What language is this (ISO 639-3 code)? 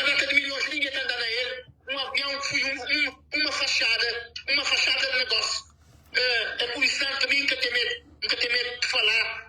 kea